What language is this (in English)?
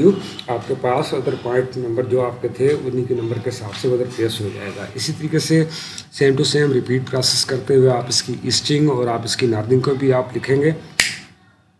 Hindi